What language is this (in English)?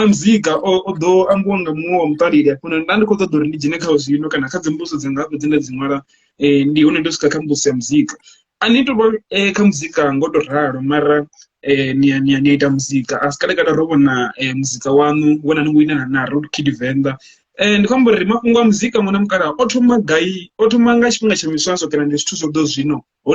Venda